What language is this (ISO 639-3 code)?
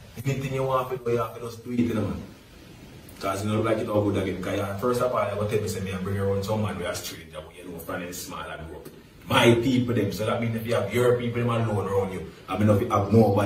jam